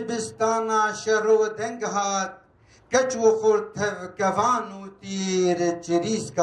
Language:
Kurdish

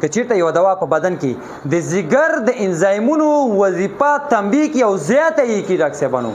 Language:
Pashto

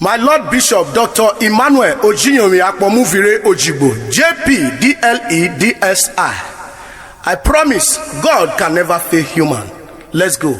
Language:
Urhobo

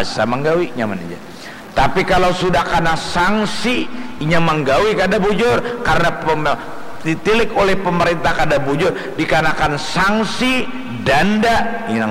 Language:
Banjar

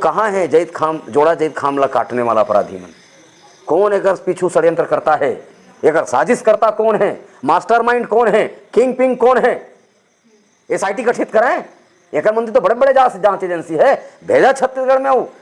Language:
Chhattisgarhi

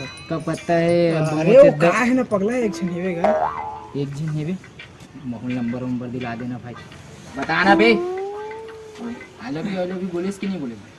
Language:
Chhattisgarhi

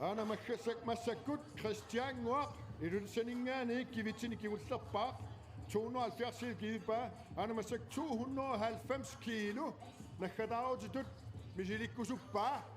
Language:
Kalaallisut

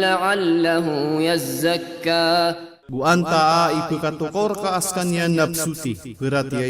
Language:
Maranao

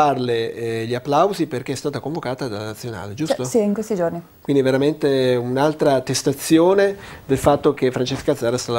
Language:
Italian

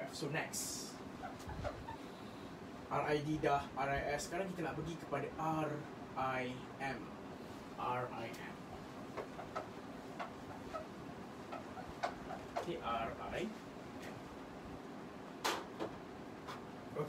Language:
Malay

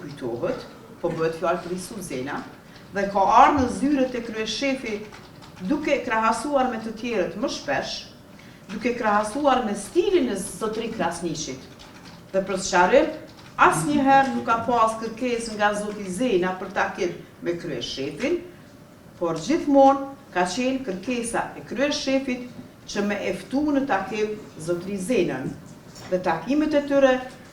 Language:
Albanian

